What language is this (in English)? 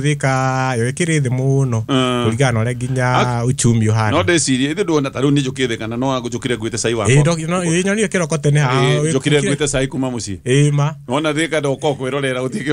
Kikuyu